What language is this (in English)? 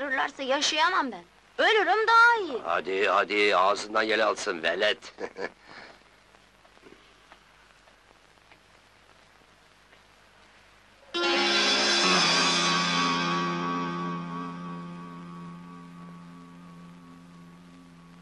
Turkish